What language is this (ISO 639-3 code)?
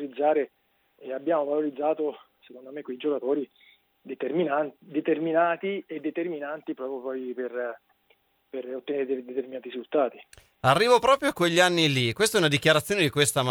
ita